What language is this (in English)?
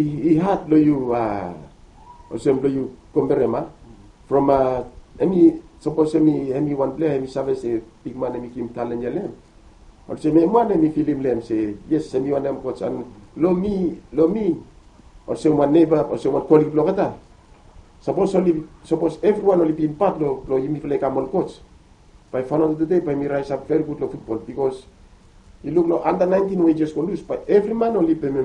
Bislama